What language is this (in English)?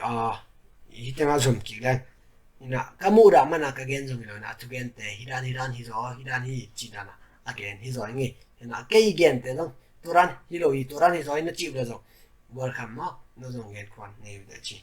Tedim Chin